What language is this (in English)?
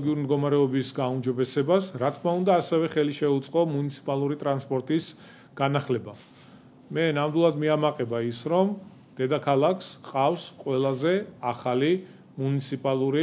Georgian